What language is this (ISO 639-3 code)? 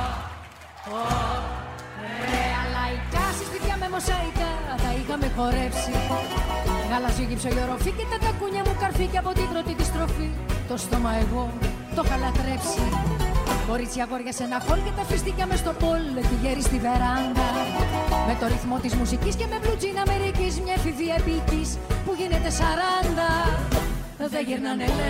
ell